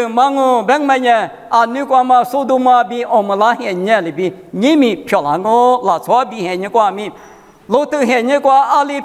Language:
Lisu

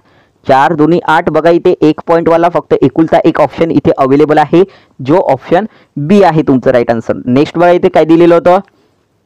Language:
Marathi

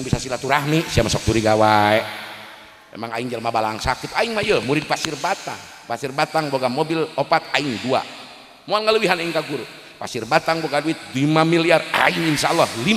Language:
Sundanese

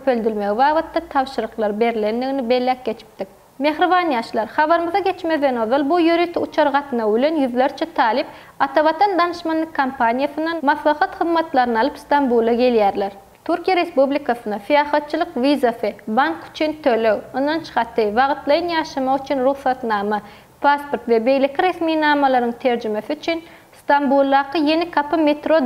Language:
Turkmen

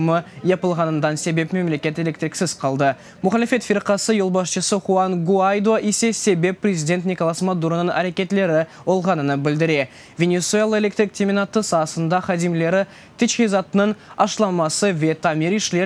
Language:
Crimean Tatar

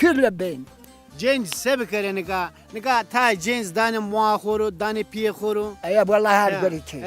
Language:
Zaza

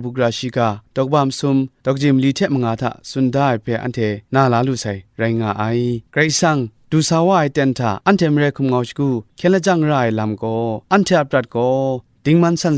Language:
Kachin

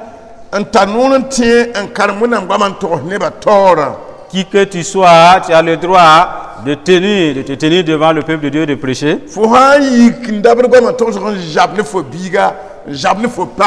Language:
Mossi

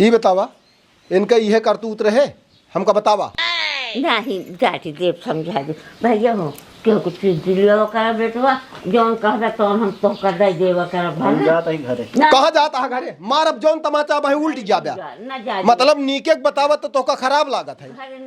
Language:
Awadhi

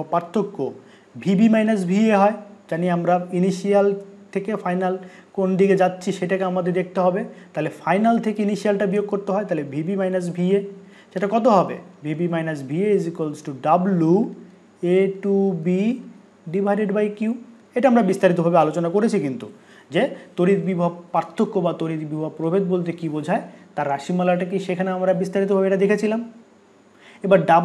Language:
Bangla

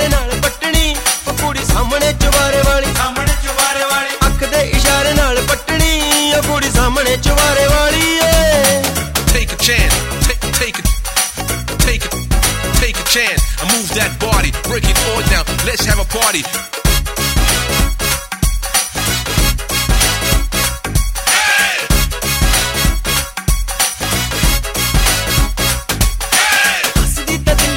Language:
Punjabi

